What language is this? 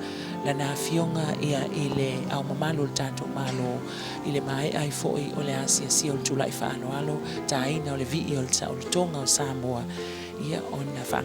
Samoan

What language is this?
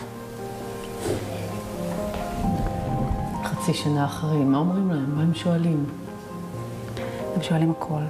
Hebrew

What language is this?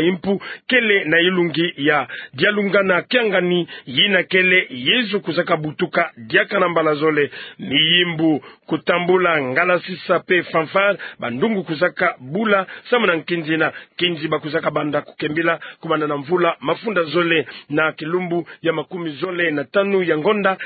Kituba (Democratic Republic of Congo)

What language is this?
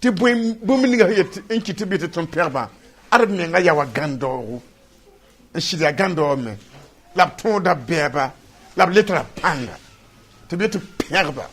Mossi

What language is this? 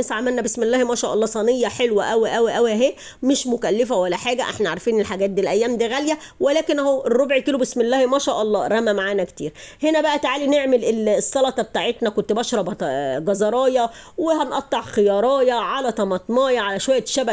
Egyptian Arabic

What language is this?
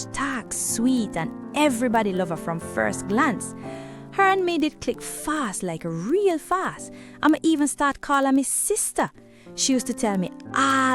Jamaican Creole English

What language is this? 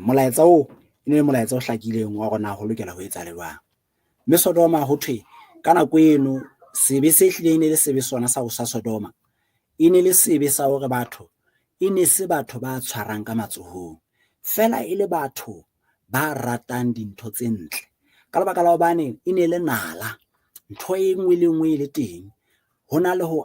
Southern Sotho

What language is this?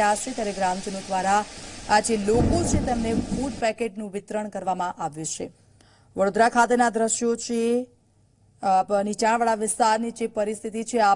Gujarati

